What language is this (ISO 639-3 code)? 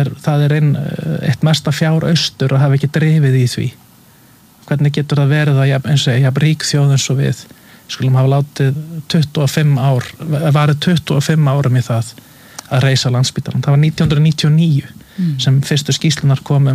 isl